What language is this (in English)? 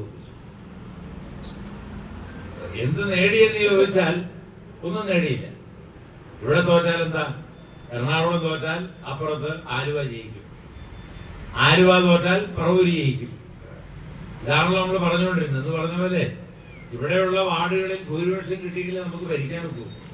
Malayalam